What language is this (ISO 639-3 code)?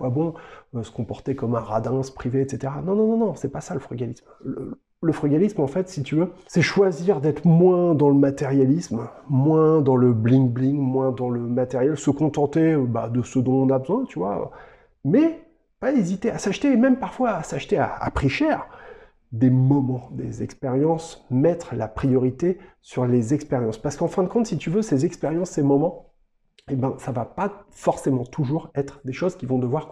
fra